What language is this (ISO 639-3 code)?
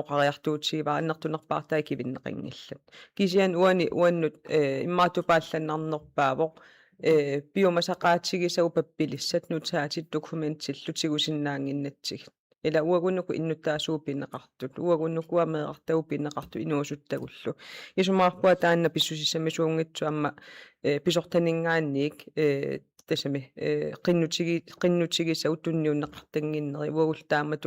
kal